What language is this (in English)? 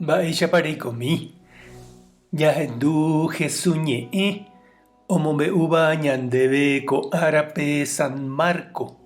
Guarani